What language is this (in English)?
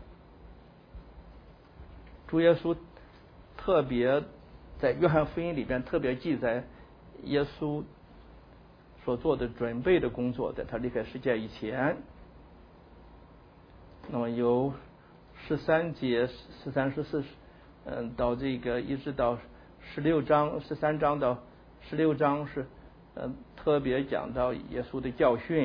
Chinese